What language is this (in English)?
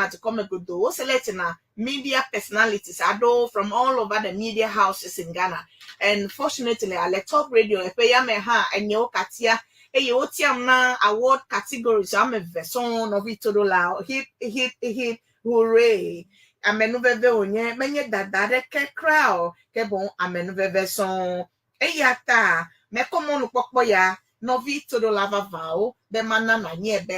Ewe